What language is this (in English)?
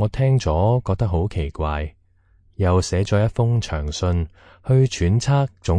Cantonese